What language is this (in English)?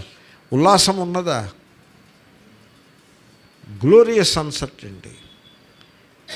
Telugu